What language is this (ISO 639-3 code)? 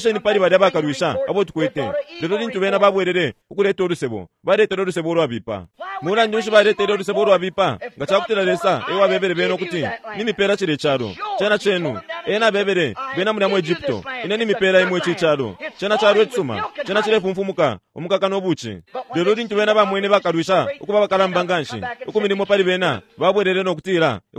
bem